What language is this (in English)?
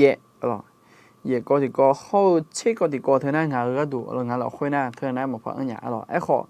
Akha